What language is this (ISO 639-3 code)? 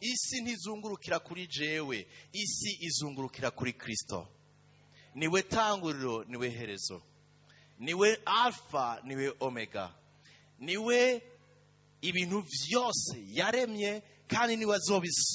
run